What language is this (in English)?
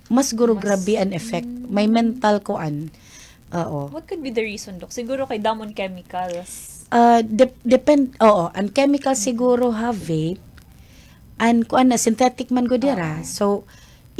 Waray